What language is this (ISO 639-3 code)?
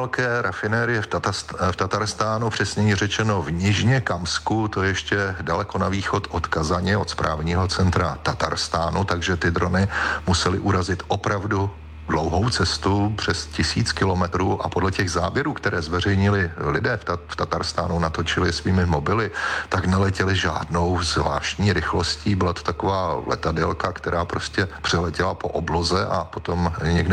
ces